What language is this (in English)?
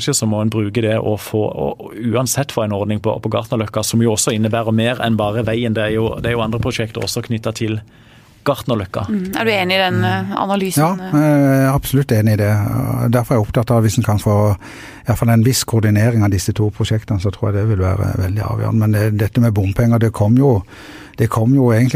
Norwegian